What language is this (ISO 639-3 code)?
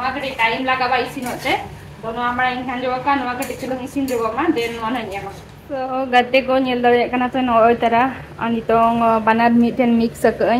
sat